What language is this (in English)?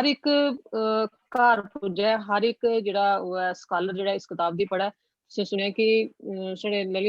Dogri